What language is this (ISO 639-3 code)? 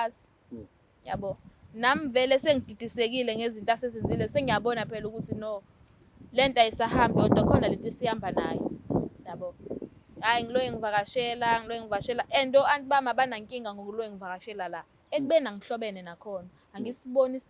zul